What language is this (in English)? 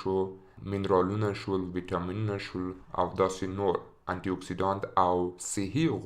Pashto